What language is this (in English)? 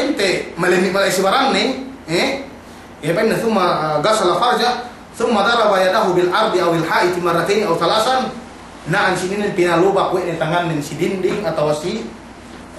Yakan